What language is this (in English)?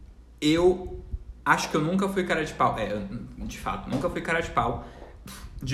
Portuguese